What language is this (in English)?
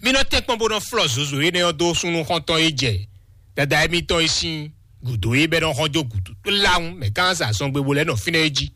Fon